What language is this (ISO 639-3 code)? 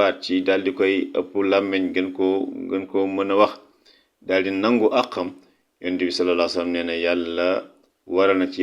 wol